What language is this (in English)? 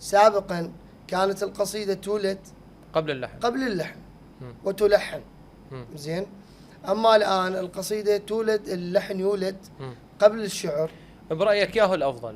Mesopotamian Arabic